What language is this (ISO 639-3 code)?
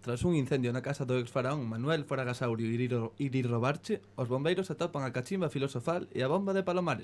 glg